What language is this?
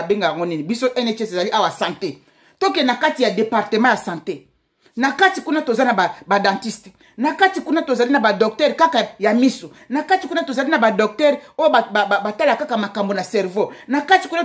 Lingala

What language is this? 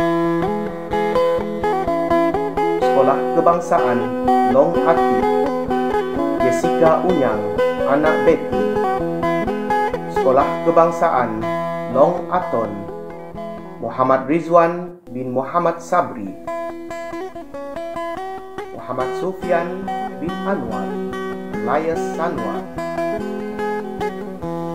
Malay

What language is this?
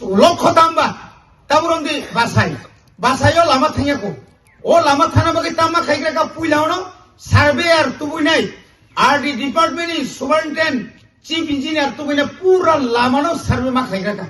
Kok Borok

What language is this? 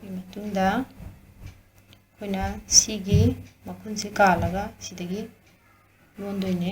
Manipuri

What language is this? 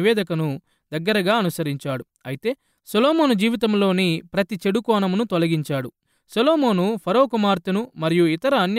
Telugu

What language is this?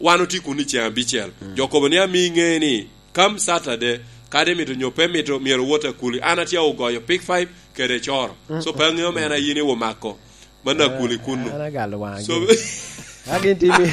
Lango (Uganda)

